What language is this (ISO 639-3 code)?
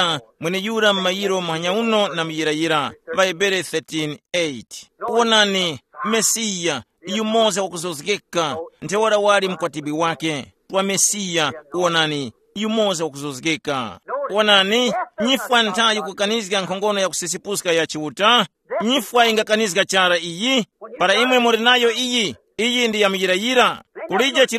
tum